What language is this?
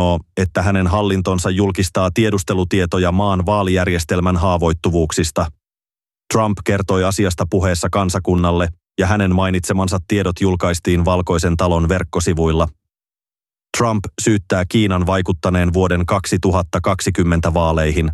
Finnish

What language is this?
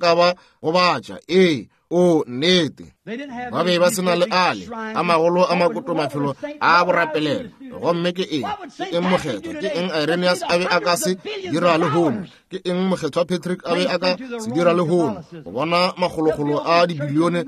Northern Sotho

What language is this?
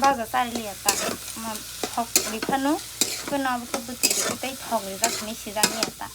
Kok Borok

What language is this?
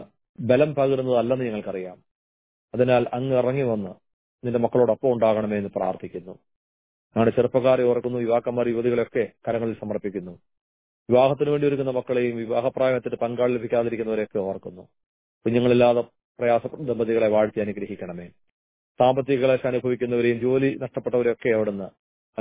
Malayalam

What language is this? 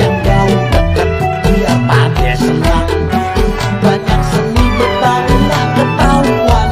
Betawi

